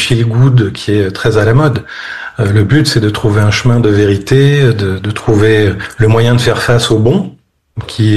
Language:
French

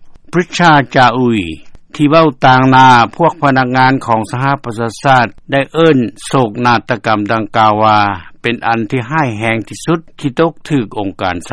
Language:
Lao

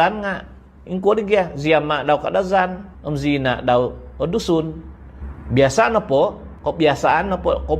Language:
Central Dusun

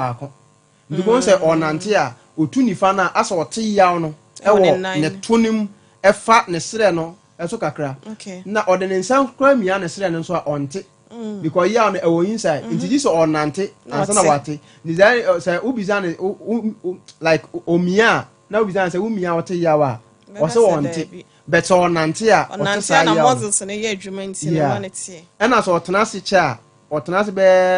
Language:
Akan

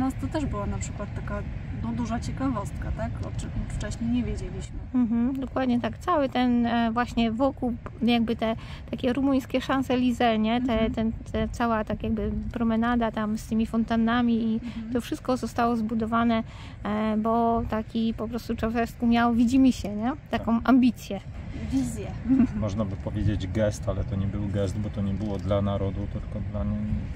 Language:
Polish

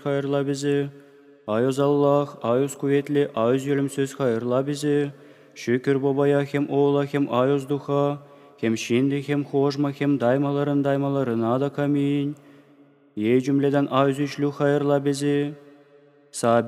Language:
Gagauz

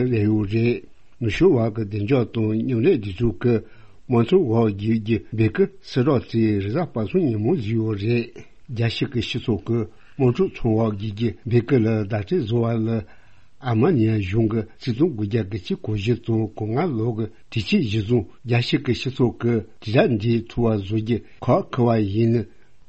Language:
Tibetan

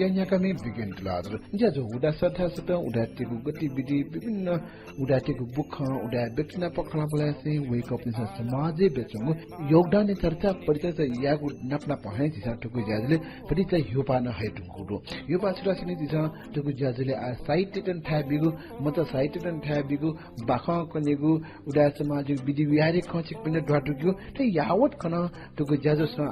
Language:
Newari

